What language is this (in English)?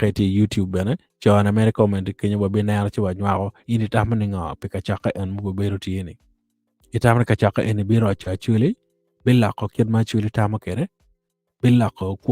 Acoli